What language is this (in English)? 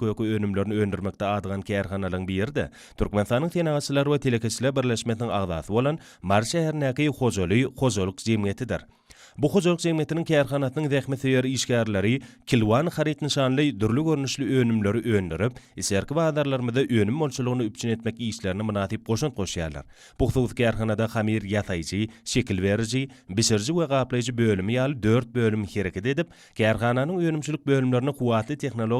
Turkmen